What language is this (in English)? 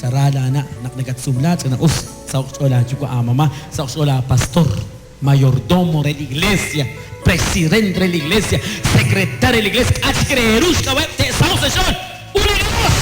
Kekchí